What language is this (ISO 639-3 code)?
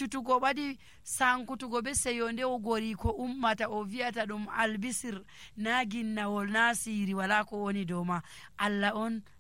fuv